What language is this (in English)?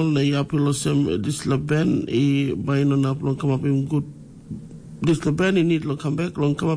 Tok Pisin